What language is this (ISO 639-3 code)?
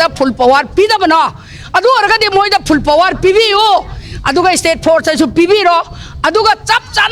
mni